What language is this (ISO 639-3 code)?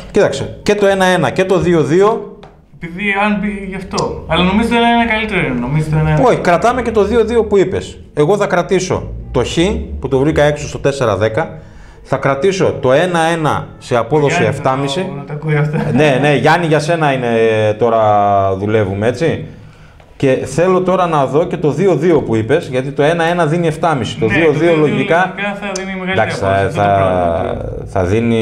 ell